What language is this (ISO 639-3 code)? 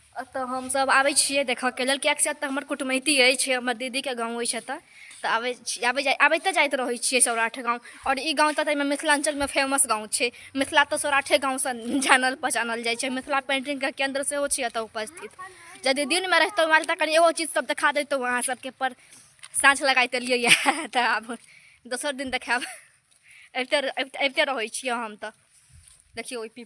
mai